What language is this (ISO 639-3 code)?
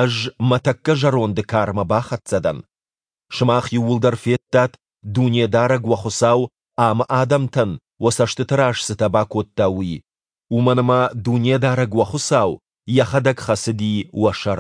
oss